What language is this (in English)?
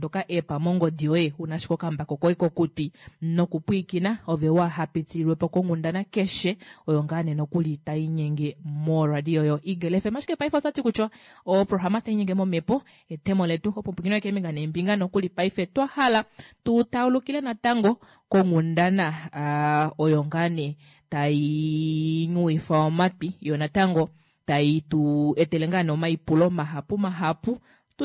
Kuanyama